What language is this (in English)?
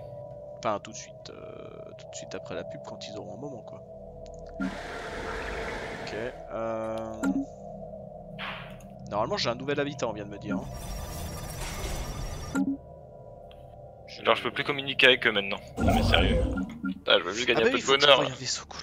French